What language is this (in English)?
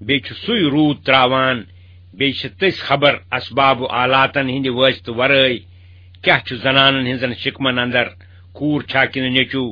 Kashmiri